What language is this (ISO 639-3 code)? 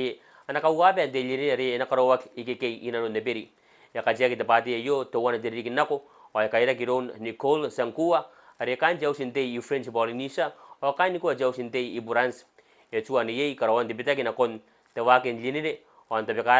gil